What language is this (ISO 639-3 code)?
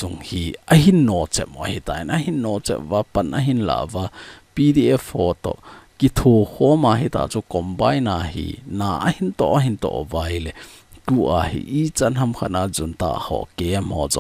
tcz